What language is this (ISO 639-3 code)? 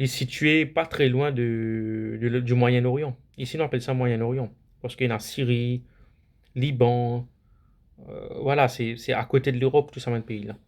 mfe